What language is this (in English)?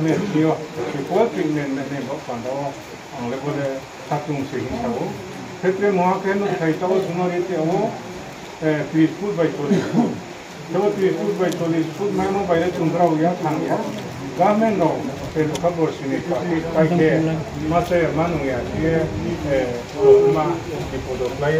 Riang (India)